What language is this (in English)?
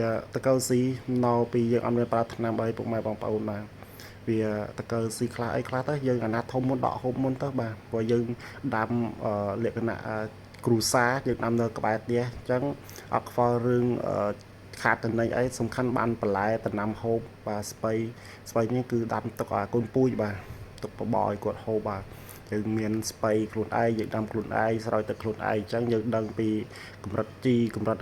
Khmer